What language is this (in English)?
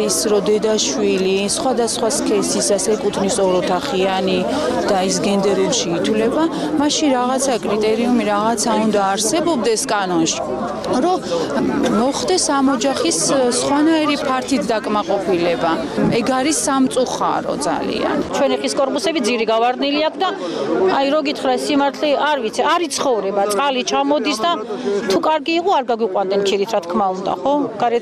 Georgian